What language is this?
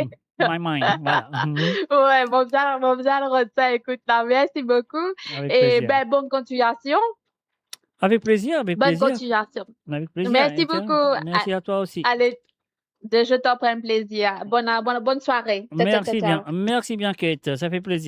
Morisyen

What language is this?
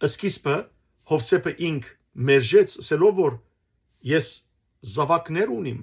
Western Armenian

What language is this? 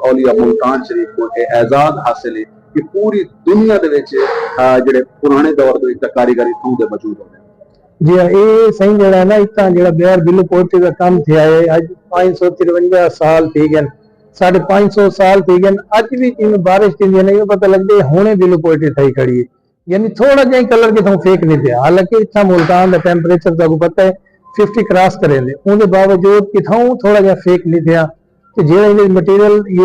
Saraiki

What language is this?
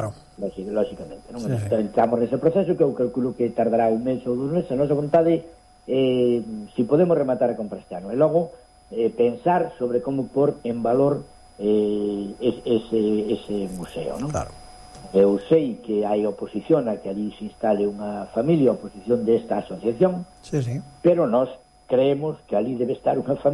Galician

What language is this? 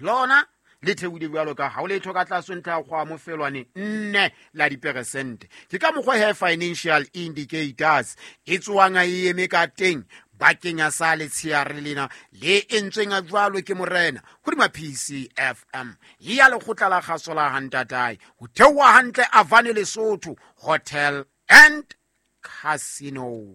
Southern Sotho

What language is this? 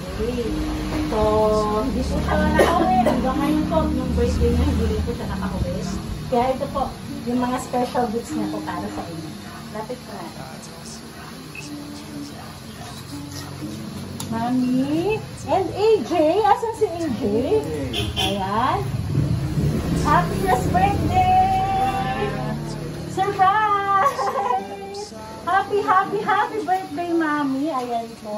Filipino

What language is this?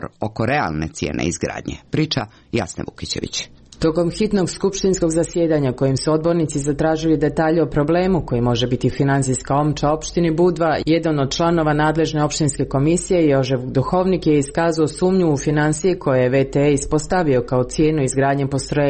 Serbian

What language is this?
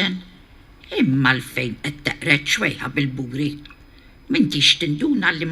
Maltese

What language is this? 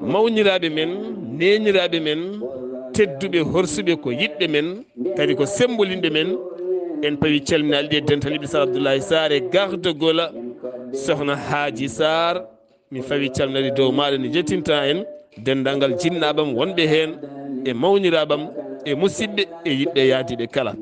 Fula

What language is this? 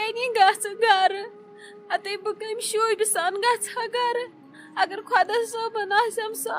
Kashmiri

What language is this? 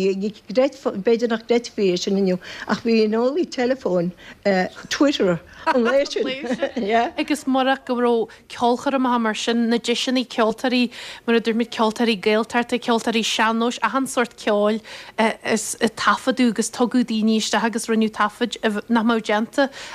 Irish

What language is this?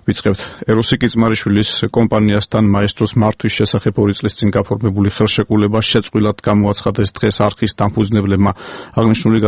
Georgian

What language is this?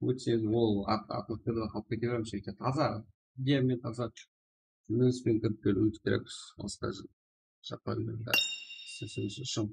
Kara-Kalpak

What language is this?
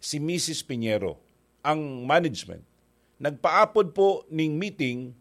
Bikol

